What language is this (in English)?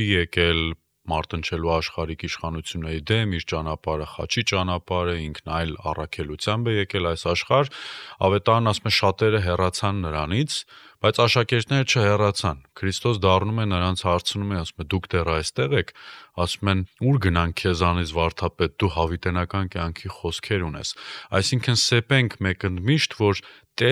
Armenian